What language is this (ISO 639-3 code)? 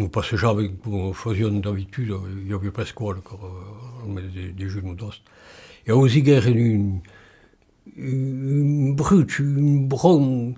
oci